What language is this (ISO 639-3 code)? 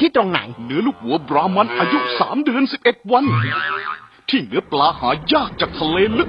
tha